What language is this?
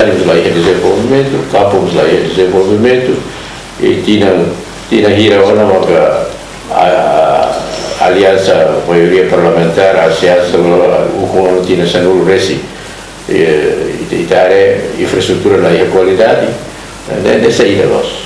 Tetum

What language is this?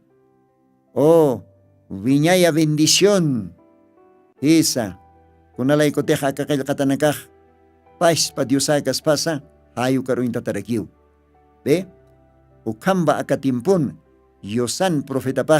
Aymara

